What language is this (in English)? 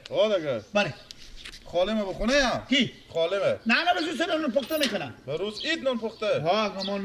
Persian